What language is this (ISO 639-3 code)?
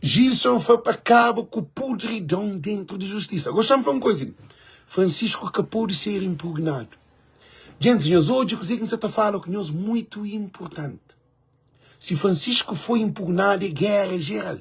kea